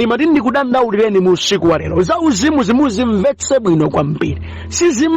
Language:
Nyanja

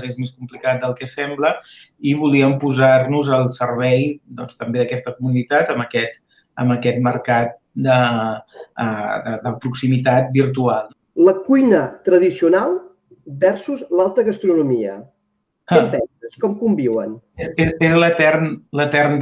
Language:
Catalan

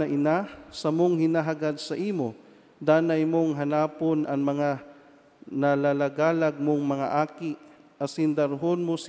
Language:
Bikol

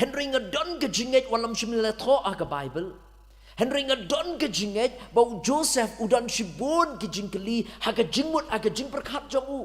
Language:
Khasi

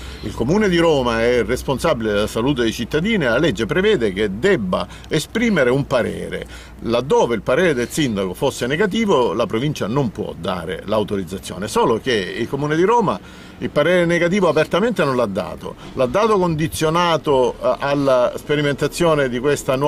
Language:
Italian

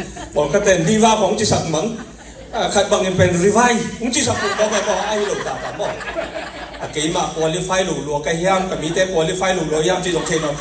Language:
Tedim Chin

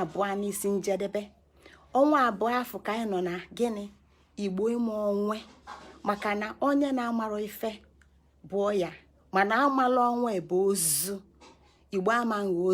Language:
Igbo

